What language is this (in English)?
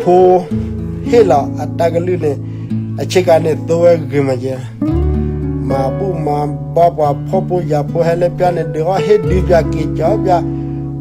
S'gaw Karen